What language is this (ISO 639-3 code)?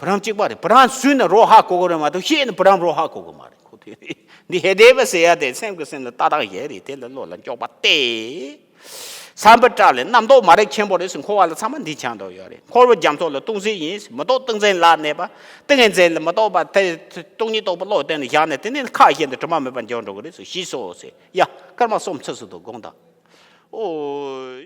bod